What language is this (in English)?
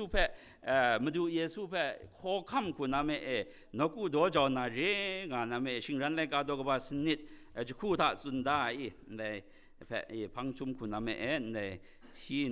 Kachin